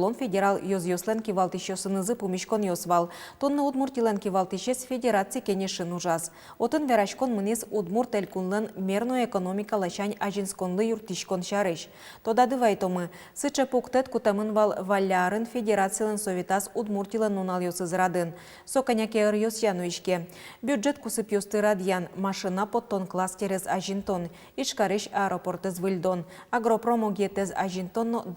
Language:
Udmurt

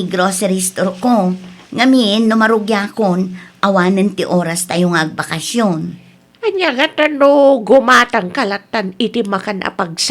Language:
Iloko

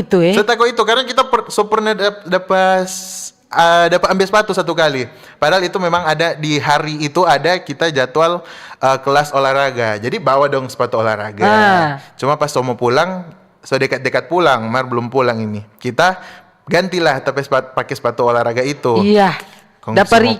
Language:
Manado Malay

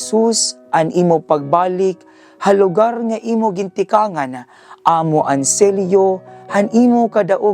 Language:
Waray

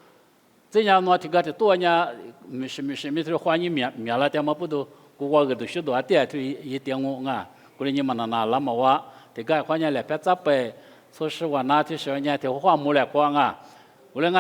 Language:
Lisu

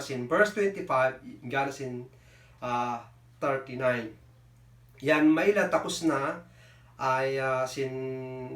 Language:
Kankanaey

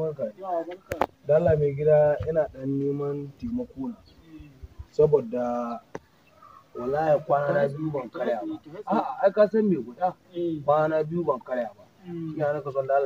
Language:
Hausa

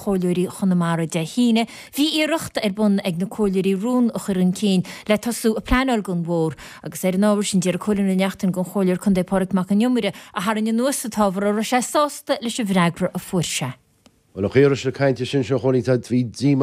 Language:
Irish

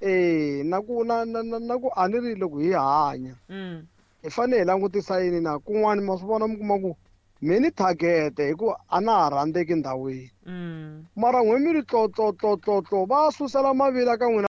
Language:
Tsonga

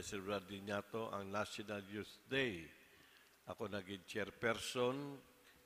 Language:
Bikol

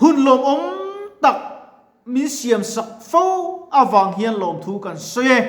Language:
Mizo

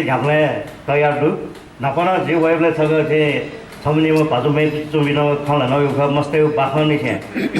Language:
Newari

